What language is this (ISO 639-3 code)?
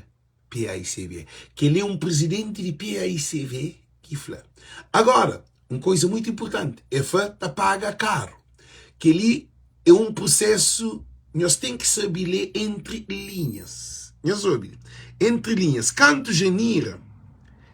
kea